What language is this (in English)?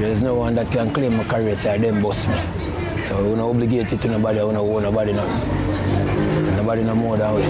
Jamaican Creole English